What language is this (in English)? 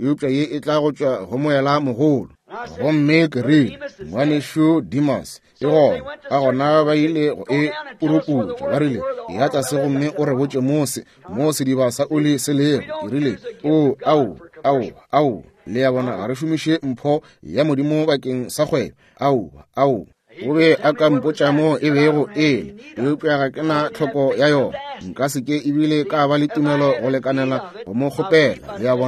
Northern Sotho